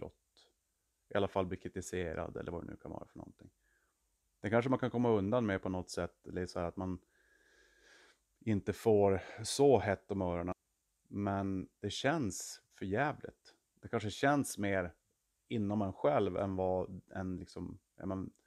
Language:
Swedish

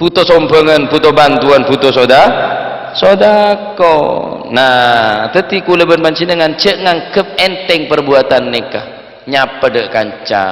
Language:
Madurese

